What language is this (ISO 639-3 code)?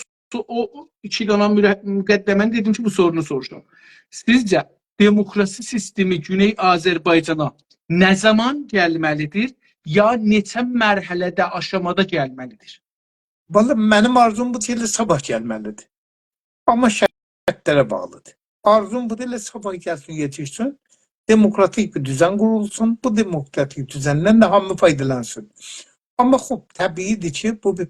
azb